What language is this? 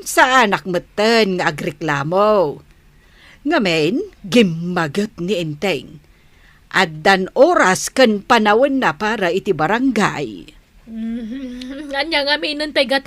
Iloko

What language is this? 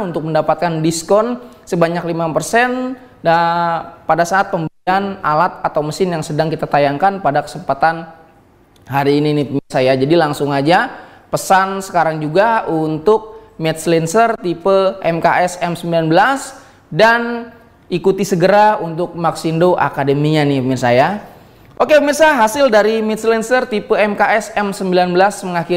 Indonesian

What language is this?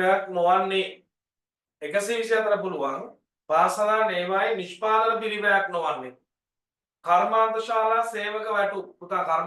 Sinhala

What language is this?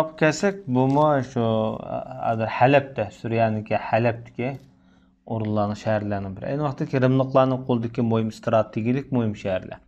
Uyghur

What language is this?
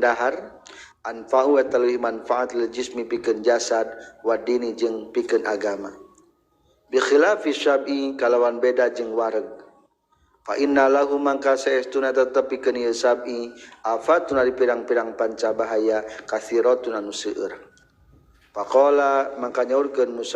Sundanese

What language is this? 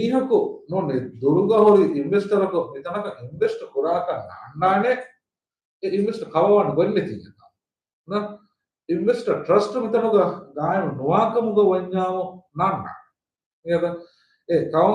Divehi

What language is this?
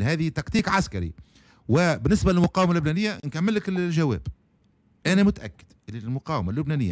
Tunisian Arabic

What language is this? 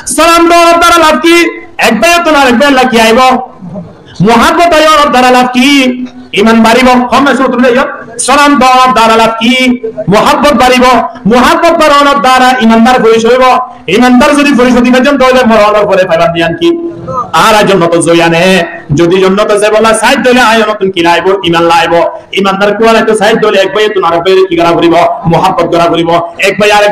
Rohingya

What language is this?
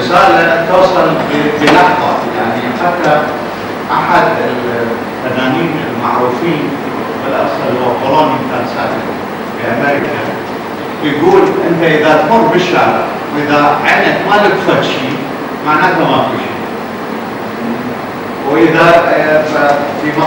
Arabic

